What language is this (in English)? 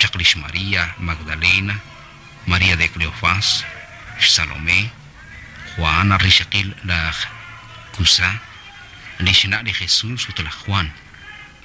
Kekchí